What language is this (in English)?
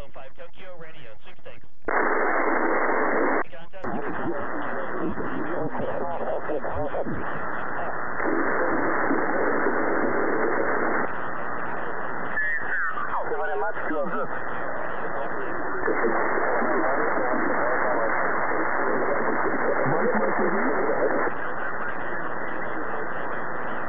English